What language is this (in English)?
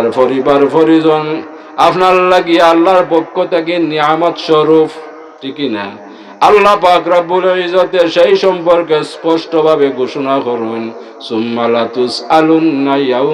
Sylheti